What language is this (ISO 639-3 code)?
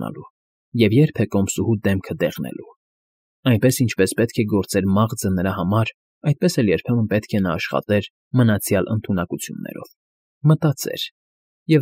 hye